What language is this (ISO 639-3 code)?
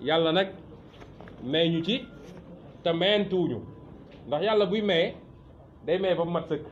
wol